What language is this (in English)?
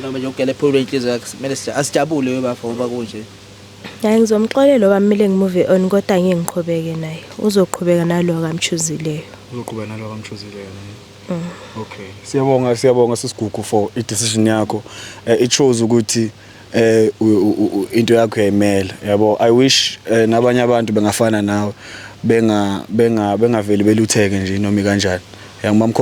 Zulu